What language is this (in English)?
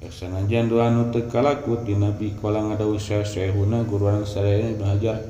Sundanese